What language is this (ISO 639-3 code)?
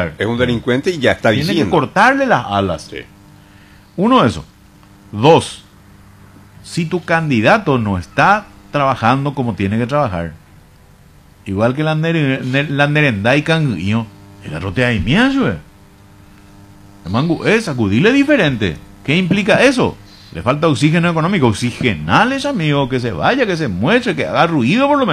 spa